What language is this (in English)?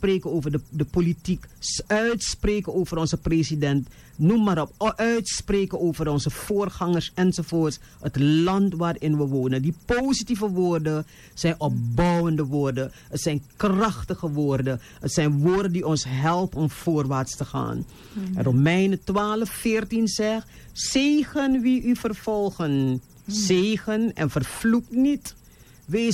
Dutch